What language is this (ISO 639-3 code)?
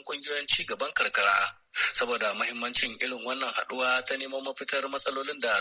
hau